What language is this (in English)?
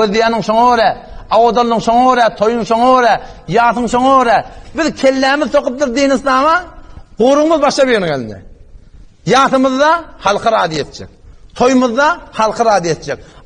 Turkmen